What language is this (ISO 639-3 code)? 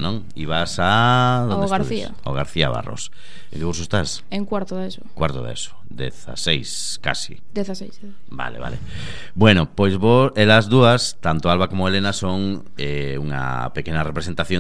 glg